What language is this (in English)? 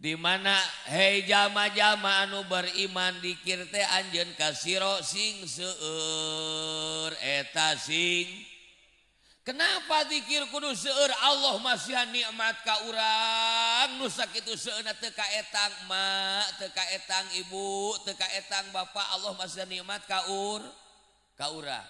Sundanese